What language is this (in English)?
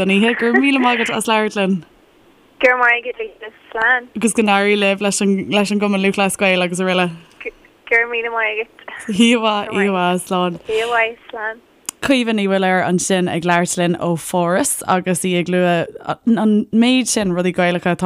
Irish